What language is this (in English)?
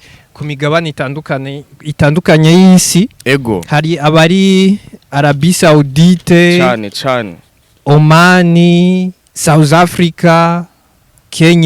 Rundi